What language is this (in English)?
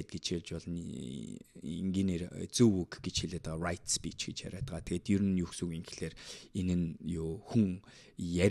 Mongolian